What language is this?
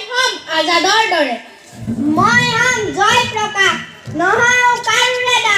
Assamese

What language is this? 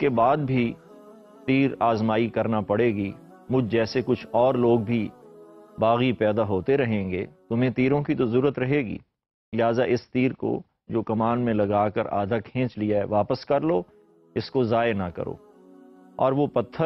Urdu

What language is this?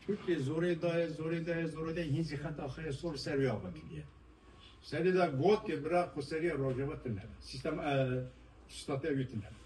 Kurdish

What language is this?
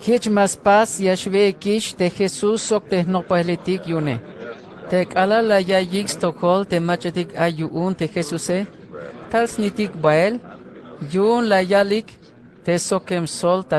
Tzeltal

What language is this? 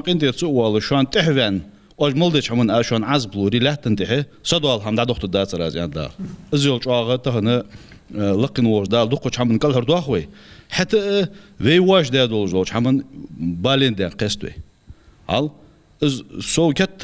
Ingush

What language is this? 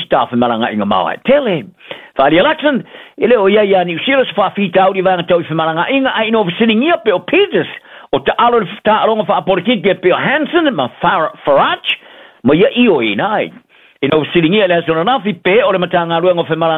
Samoan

